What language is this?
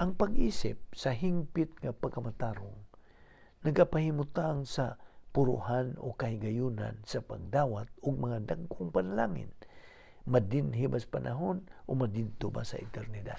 Cebuano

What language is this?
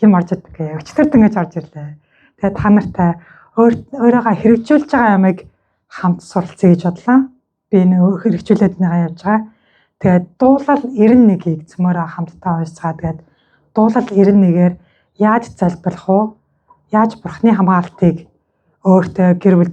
Mongolian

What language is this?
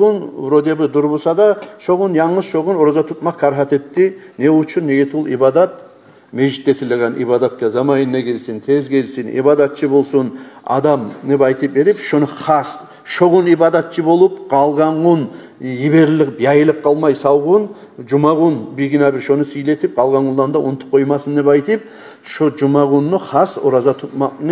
Kumyk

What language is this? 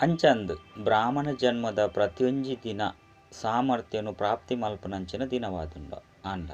Tulu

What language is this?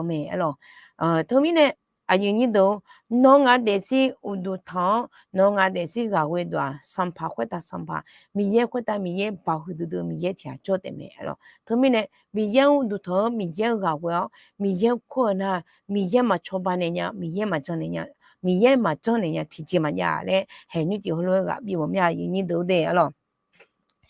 Akha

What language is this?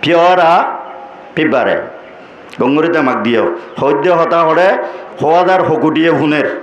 Rohingya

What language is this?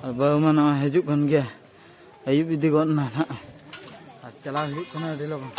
Santali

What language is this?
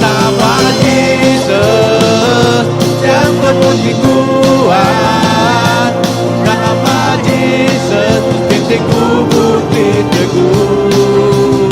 Iban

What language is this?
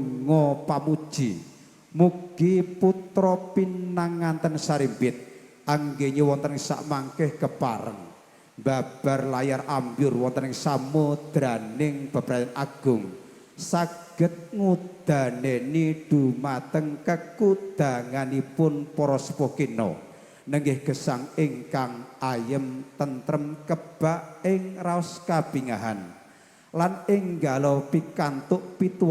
Javanese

